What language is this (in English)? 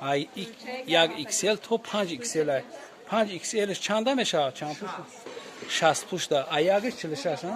Tajik